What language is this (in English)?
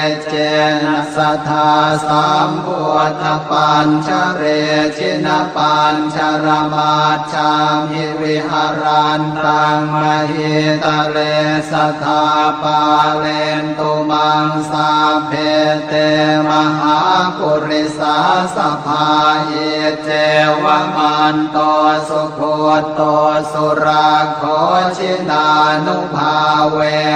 Pali